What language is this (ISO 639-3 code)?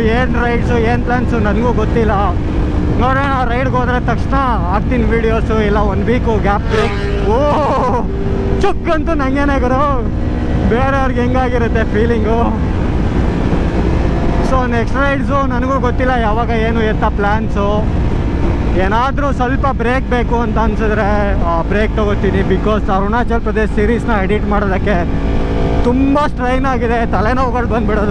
kan